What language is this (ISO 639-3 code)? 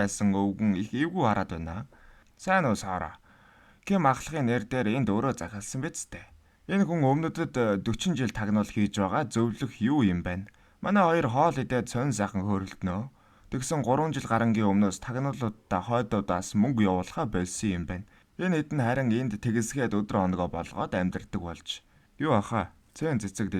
mon